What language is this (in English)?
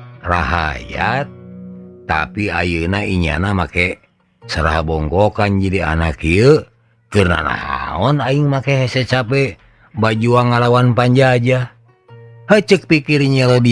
Sundanese